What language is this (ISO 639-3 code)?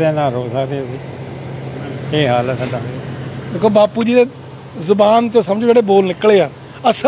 pan